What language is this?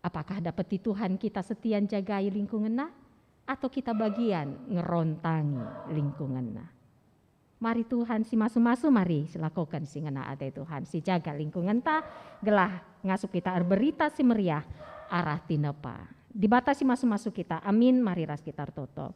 Batak Karo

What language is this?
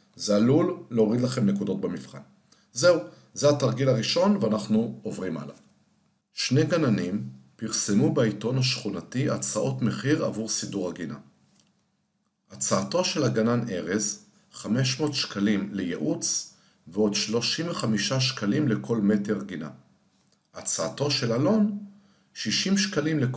Hebrew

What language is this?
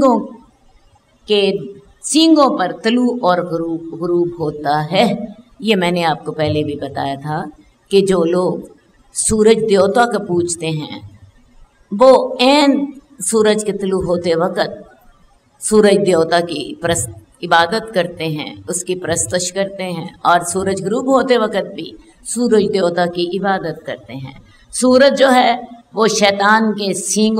Urdu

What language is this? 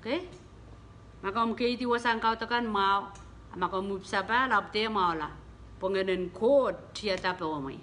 Pohnpeian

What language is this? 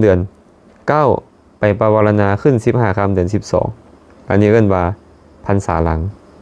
Lao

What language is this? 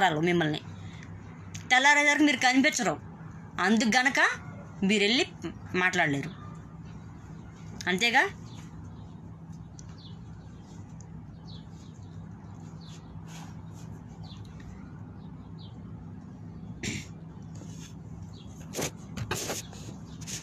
Telugu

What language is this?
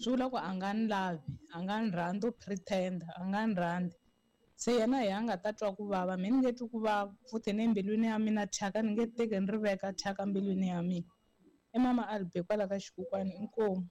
Tsonga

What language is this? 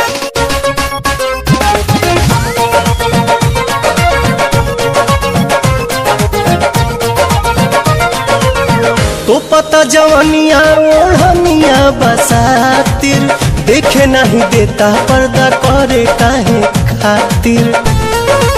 Bhojpuri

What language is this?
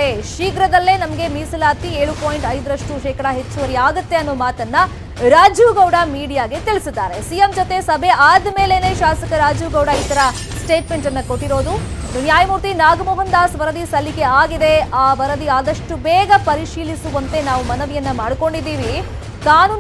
Kannada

